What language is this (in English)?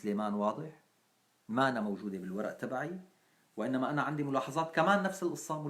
North Levantine Arabic